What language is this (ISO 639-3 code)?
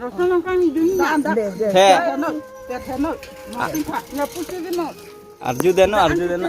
mjw